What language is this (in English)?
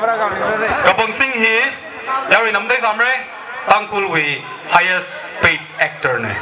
Tangkhul Naga (India)